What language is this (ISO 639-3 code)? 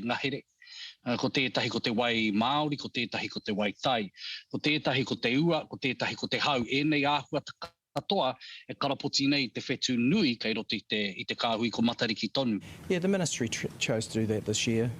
mri